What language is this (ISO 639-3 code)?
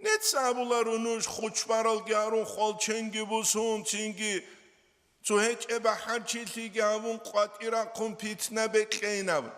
ava